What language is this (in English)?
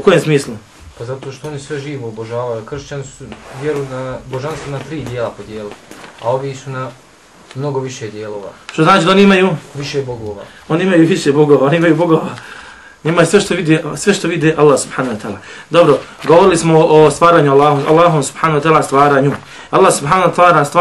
Bosnian